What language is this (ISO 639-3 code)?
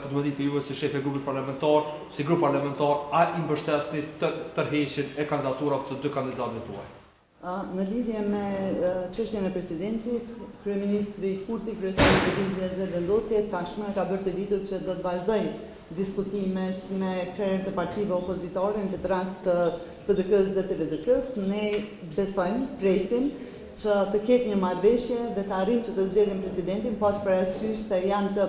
sqi